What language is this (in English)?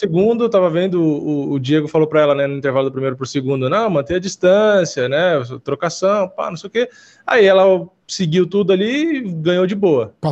Portuguese